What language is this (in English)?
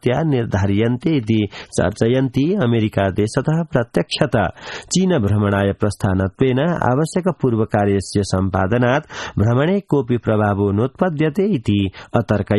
Sanskrit